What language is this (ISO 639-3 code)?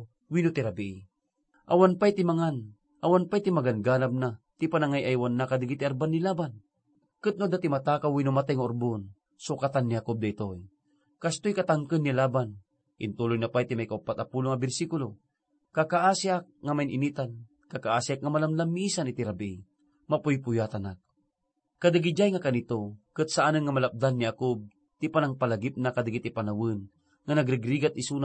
ilo